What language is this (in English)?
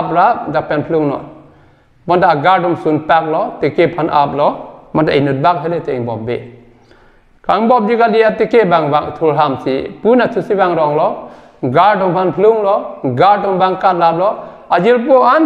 Karbi